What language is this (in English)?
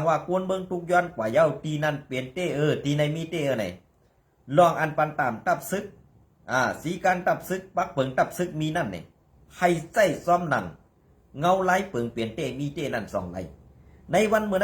Shan